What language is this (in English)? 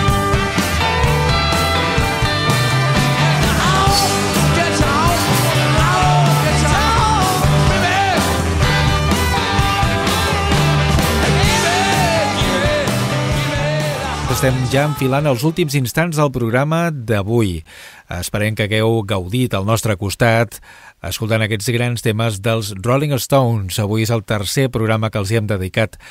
Catalan